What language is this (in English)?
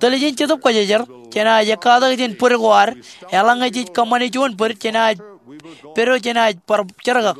Marshallese